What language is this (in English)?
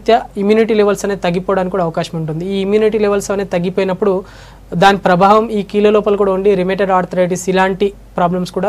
Telugu